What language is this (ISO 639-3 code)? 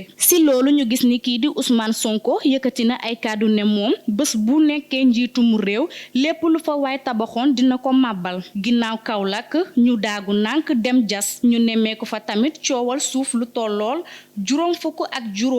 wol